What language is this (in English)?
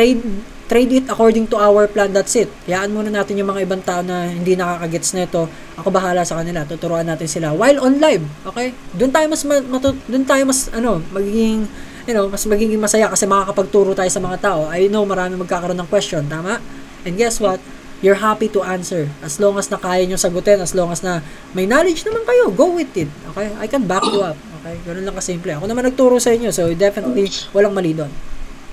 Filipino